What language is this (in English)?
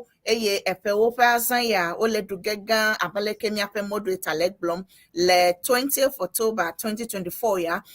Ewe